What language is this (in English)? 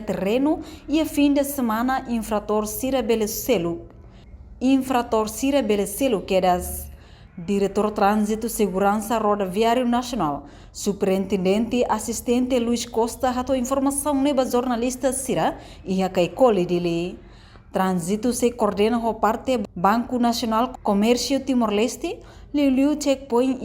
Tetum